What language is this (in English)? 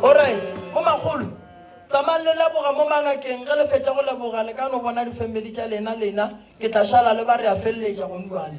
Northern Sotho